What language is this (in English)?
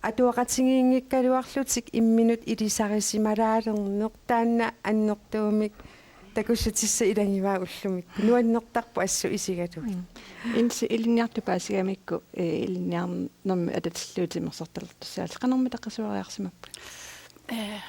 Kalaallisut